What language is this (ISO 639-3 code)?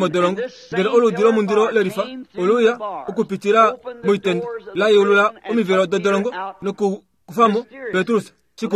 kua